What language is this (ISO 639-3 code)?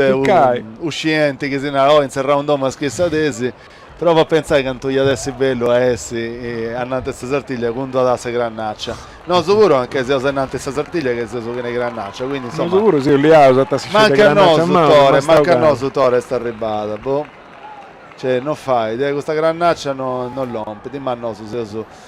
srd